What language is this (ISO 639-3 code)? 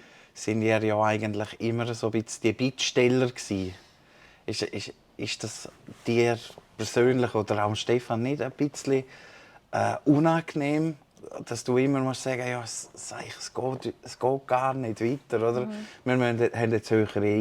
gsw